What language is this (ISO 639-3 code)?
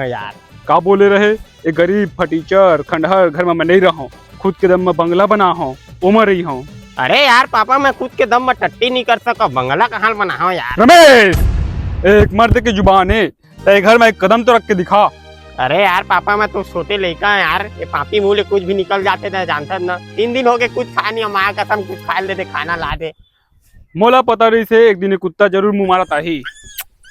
hne